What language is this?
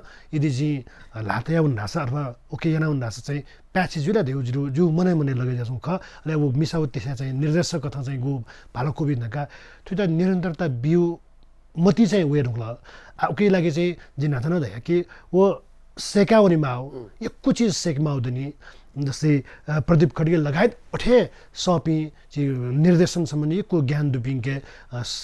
Newari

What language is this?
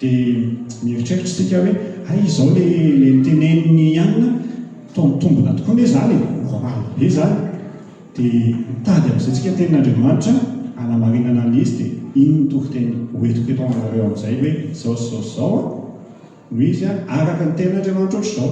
Malagasy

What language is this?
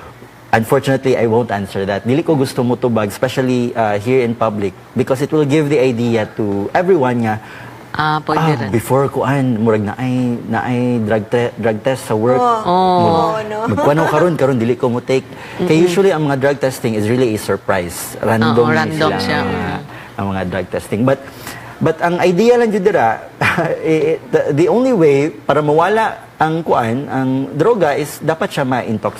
Cebuano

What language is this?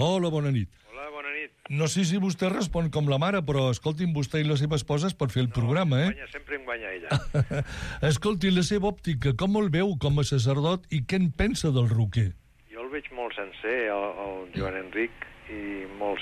Catalan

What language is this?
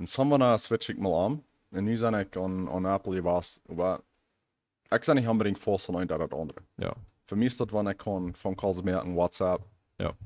Plautdietsch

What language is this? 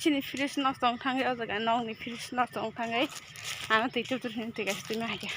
Kok Borok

